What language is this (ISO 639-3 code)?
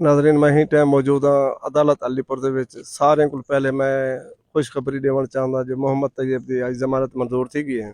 skr